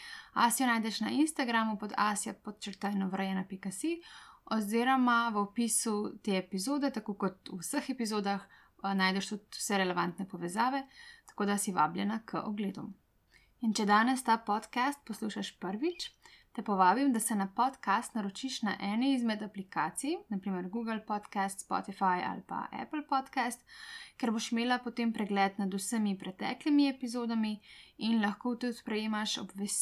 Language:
Slovenian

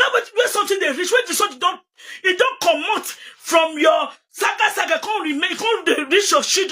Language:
Nigerian Pidgin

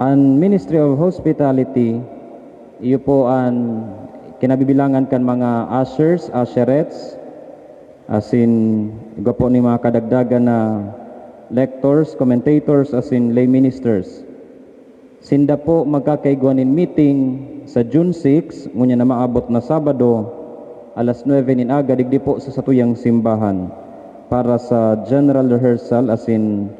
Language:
Bikol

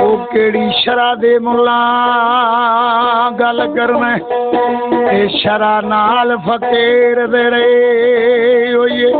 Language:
Saraiki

